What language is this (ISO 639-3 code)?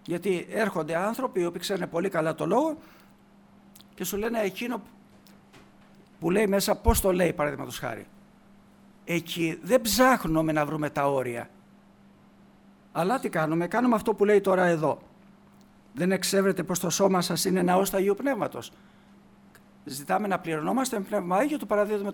ell